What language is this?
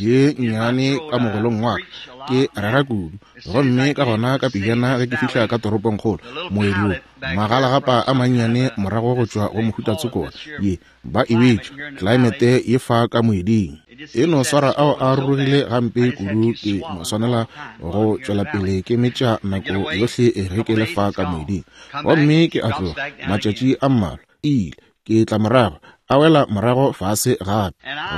Northern Sotho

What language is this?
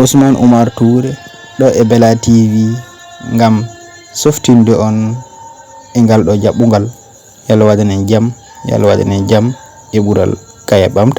Fula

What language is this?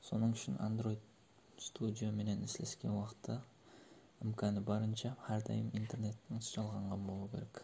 Kara-Kalpak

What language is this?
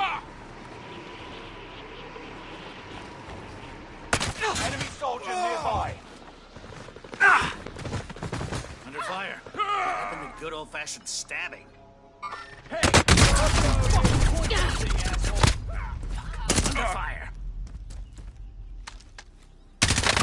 English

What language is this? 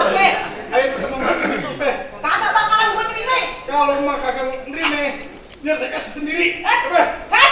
Betawi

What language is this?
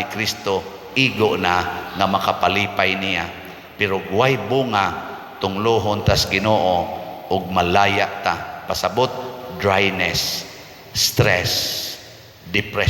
Cebuano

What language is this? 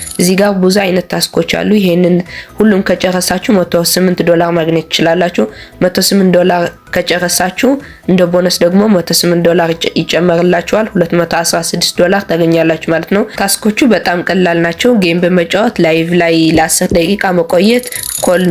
Amharic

